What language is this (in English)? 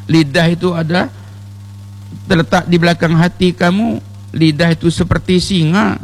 Indonesian